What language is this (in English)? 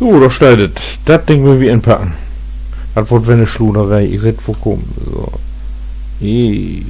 Low German